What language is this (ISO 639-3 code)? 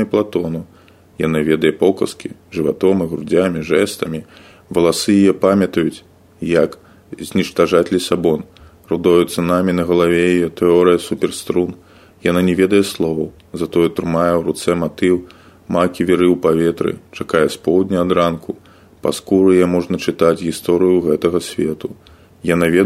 bel